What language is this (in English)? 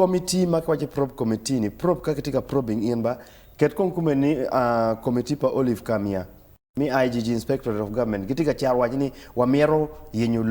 Acoli